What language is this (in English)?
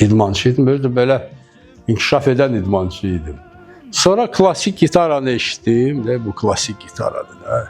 Azerbaijani